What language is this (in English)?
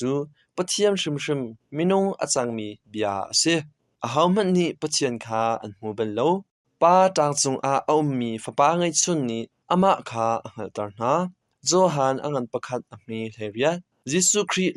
Hakha Chin